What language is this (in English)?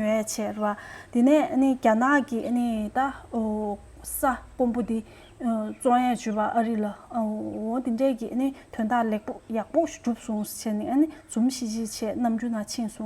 Tibetan